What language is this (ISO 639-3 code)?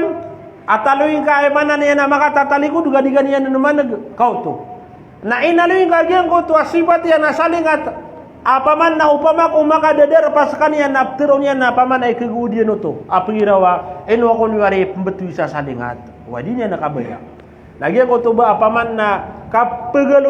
mrw